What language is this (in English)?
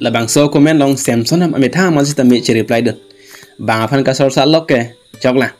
Karbi